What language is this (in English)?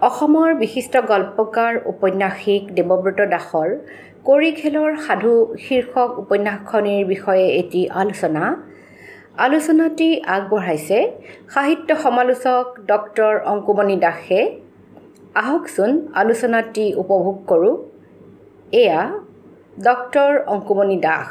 Assamese